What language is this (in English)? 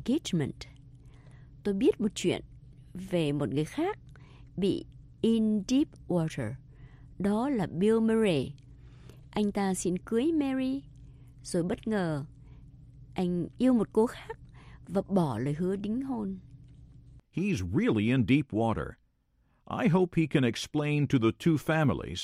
Vietnamese